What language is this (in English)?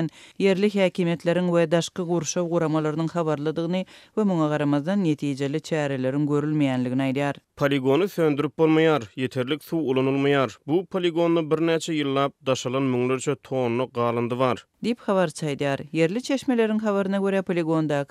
Turkmen